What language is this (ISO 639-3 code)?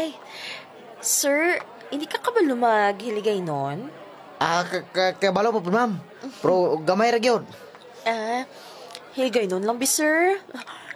hil